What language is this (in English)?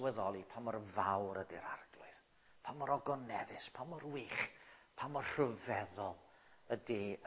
Welsh